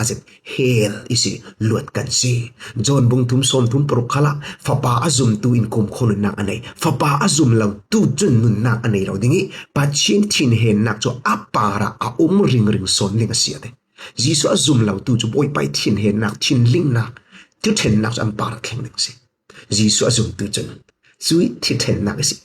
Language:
Falam Chin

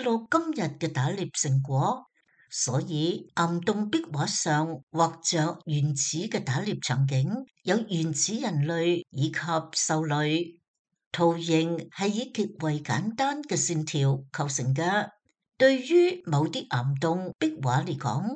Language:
Cantonese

